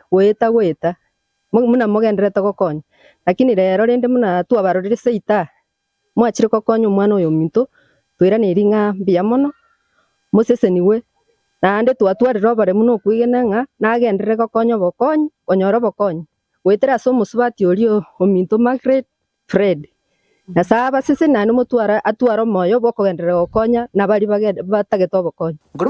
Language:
Gusii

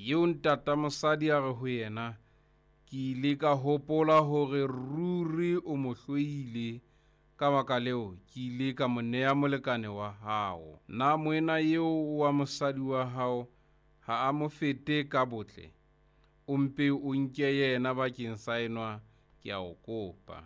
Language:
Southern Sotho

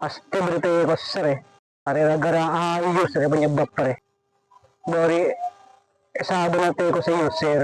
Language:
Madurese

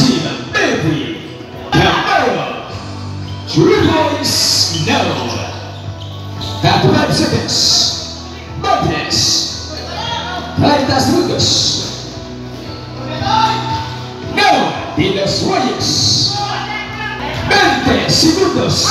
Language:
Filipino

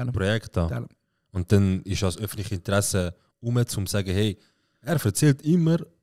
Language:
Swiss German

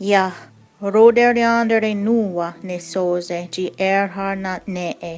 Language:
Mohawk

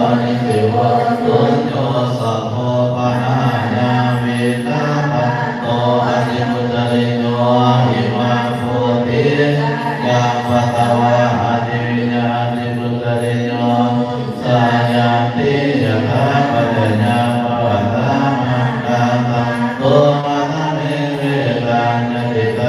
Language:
Pali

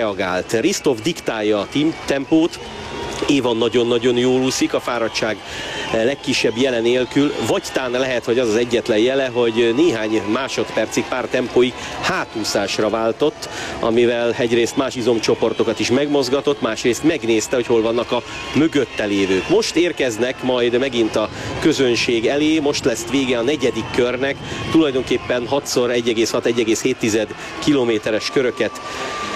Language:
Hungarian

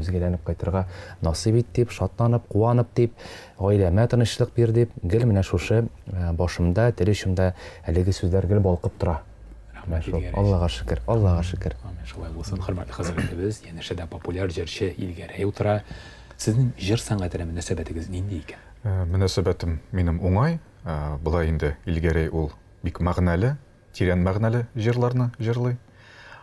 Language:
Tatar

